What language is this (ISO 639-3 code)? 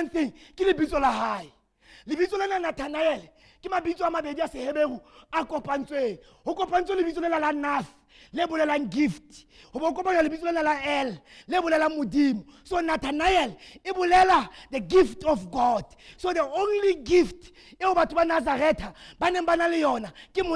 sot